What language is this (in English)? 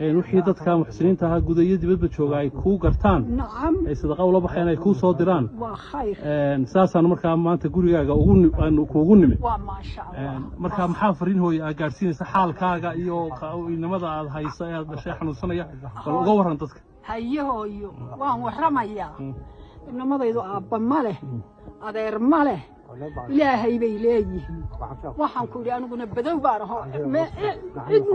Somali